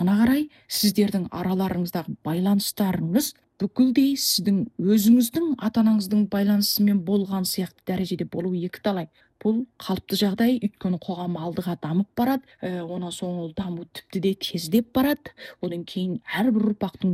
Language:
Kazakh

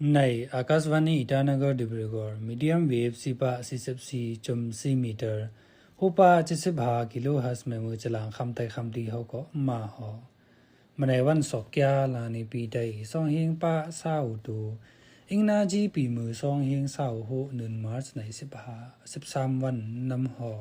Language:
Khamti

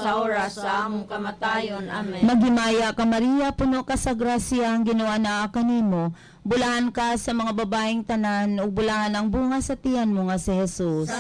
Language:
Cebuano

